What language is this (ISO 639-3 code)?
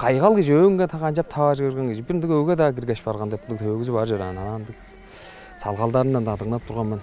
tyv